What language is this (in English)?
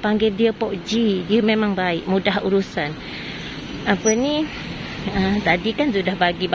Malay